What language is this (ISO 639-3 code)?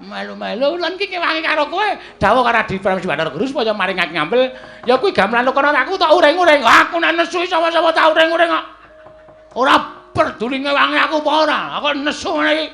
jav